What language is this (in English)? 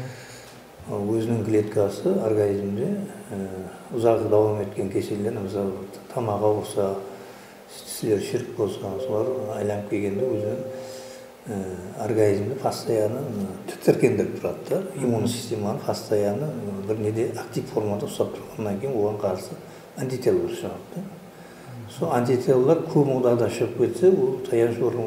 Kara-Kalpak